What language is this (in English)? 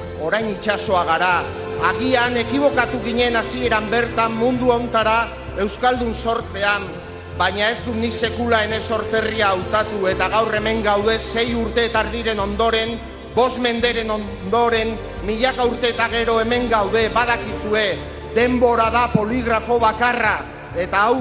Basque